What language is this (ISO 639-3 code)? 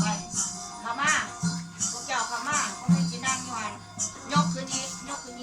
lao